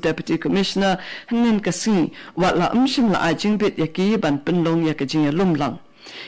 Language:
Khasi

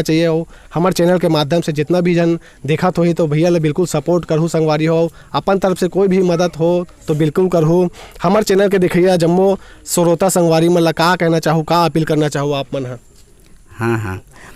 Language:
Chhattisgarhi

